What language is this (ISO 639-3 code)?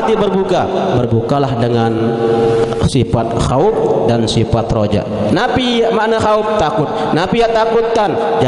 sas